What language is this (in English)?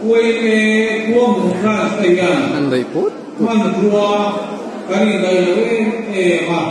Mizo